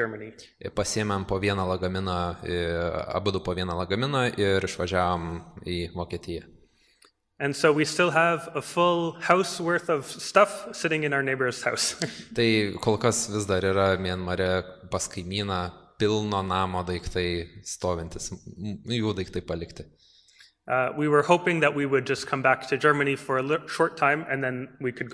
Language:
Lithuanian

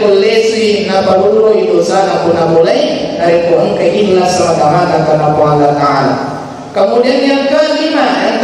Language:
Buginese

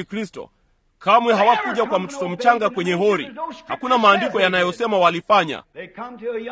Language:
Swahili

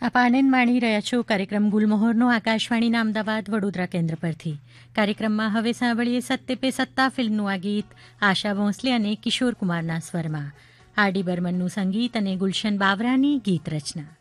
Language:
Gujarati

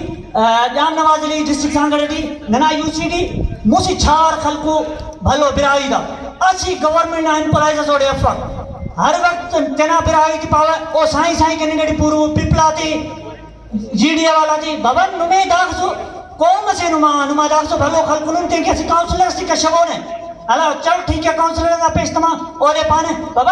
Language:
Brahui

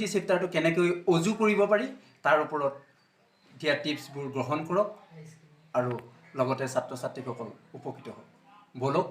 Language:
Assamese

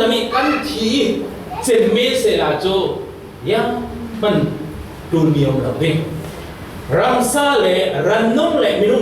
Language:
Falam Chin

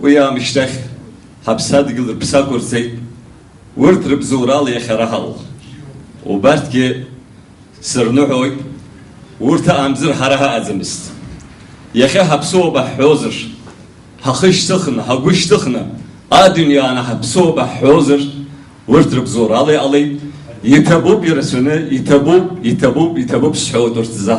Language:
Abkhazian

